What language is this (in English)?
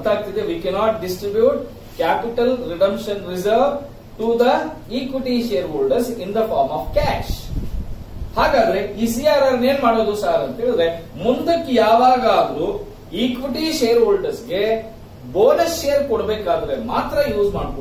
Kannada